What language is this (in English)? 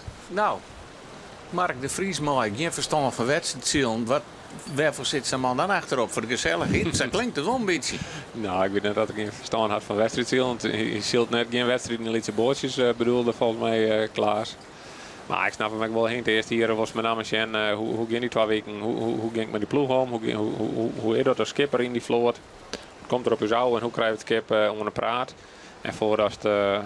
Western Frisian